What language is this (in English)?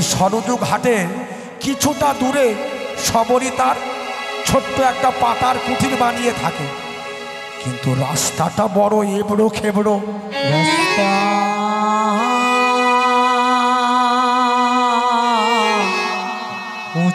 Bangla